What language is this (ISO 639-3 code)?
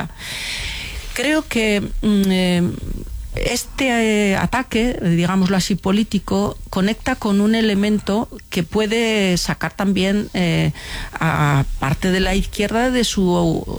spa